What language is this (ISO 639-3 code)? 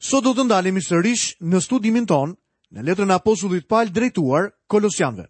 sqi